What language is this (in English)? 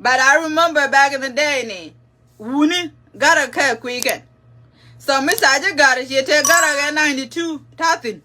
Nuer